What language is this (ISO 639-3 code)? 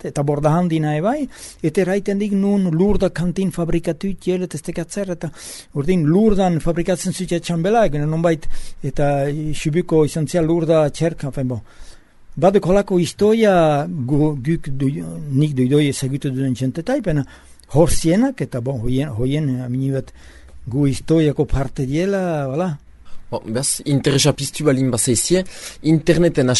eus